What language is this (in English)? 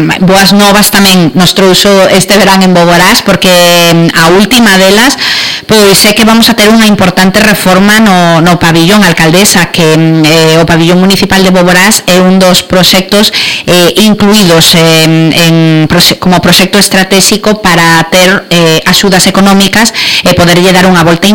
Galician